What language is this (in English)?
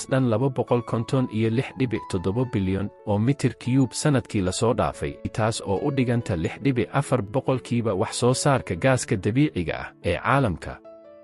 Somali